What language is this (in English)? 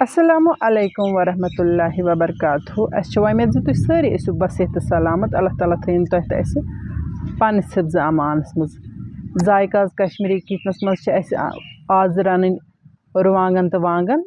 Kashmiri